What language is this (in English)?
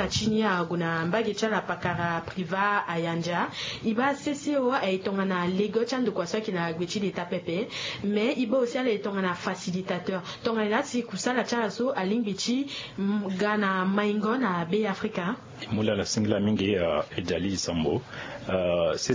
Sango